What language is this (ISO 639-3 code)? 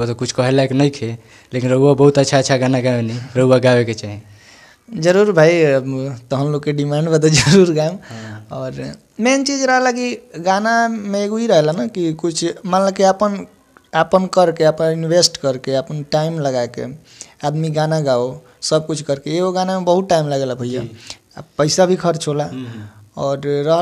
bho